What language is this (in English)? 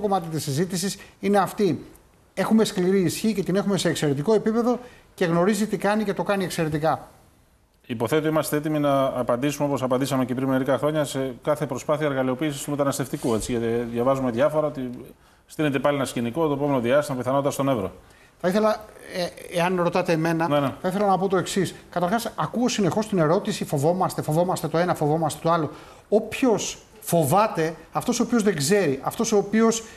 Greek